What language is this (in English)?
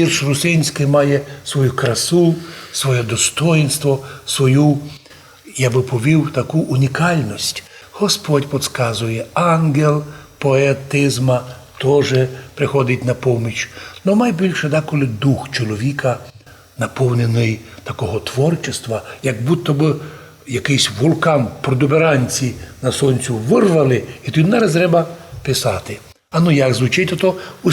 Rusyn